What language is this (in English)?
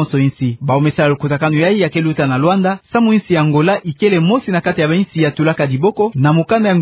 Kituba (Democratic Republic of Congo)